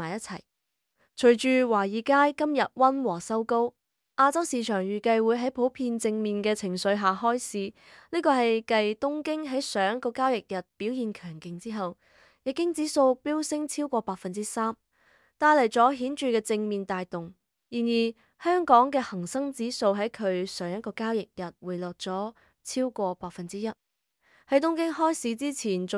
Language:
Cantonese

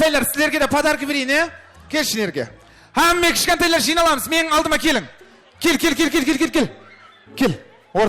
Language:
Kara-Kalpak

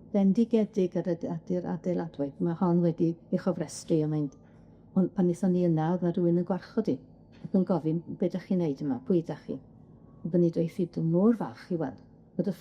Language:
Welsh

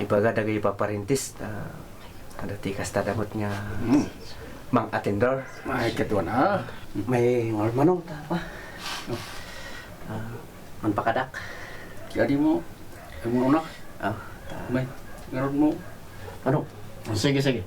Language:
Kankanaey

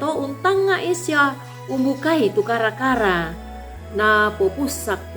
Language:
Toraja-Sa'dan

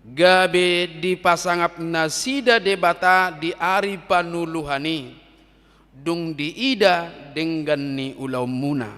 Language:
Batak Toba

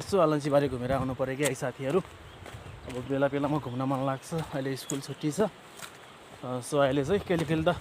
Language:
Nepali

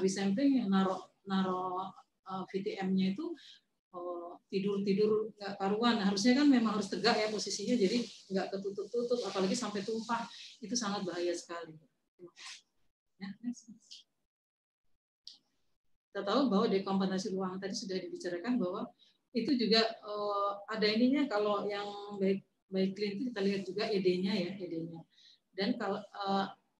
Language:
Indonesian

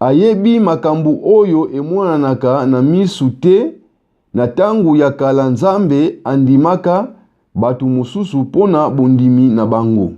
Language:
Lingala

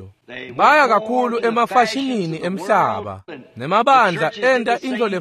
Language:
Swati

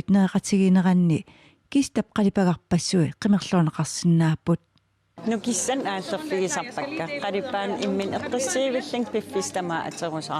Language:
Kalaallisut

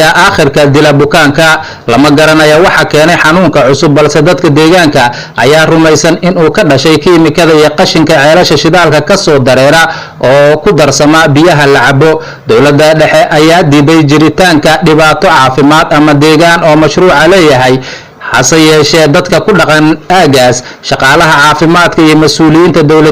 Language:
Somali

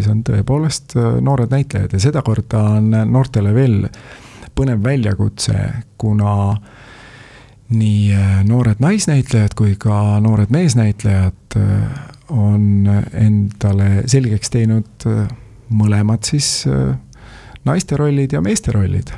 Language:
Estonian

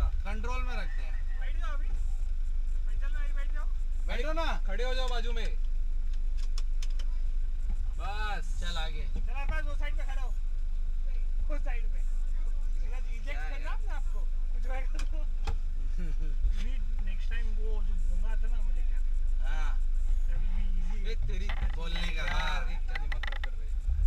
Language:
Hindi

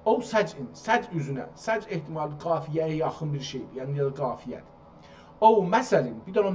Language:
South Azerbaijani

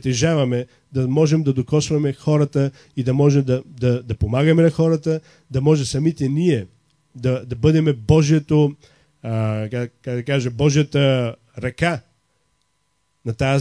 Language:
Bulgarian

